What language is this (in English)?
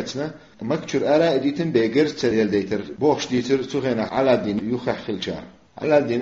Chechen